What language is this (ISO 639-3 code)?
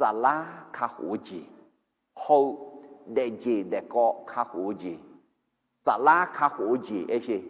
ahk